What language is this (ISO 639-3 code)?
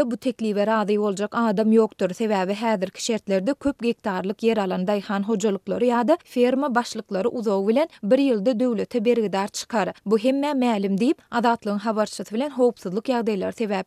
tuk